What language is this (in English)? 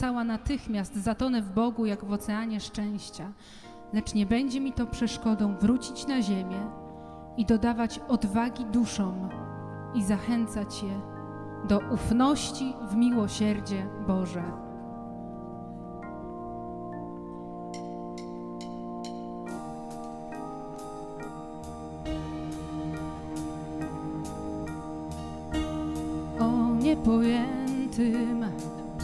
Polish